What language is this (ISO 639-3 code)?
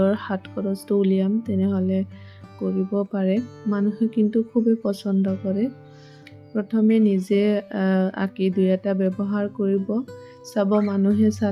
asm